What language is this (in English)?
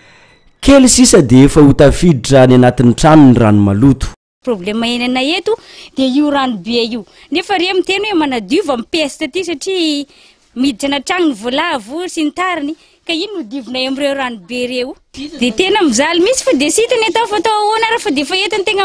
Malagasy